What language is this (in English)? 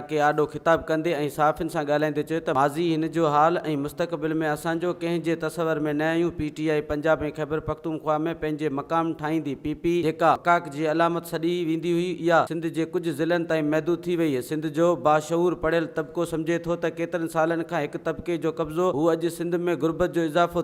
Sindhi